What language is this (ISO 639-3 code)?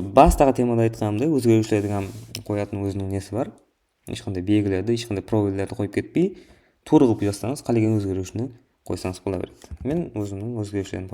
kaa